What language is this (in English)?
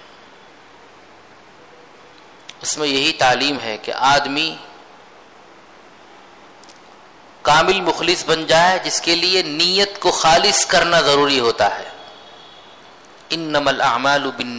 Urdu